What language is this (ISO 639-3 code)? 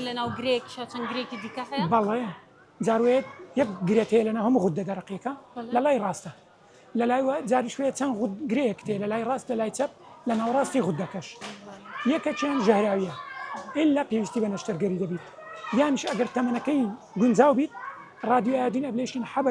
ckb